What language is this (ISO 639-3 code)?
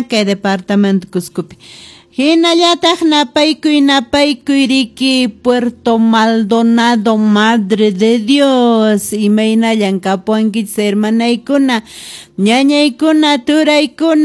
que